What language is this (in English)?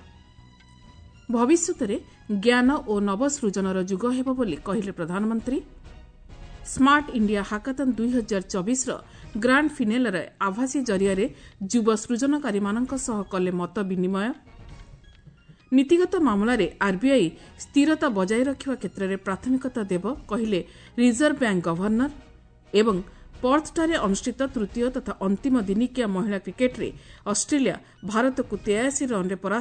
Odia